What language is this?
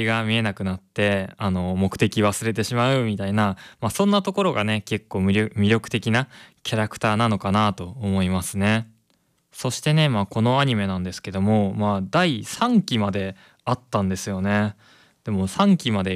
Japanese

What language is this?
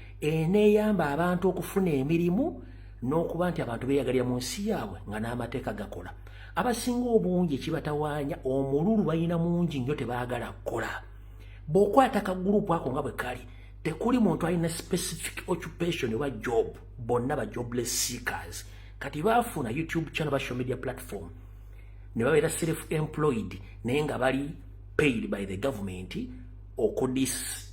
Ganda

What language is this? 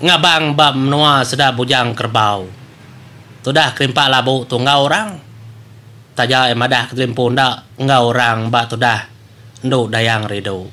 Iban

